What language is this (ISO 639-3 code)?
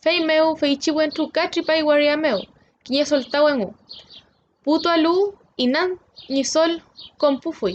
arn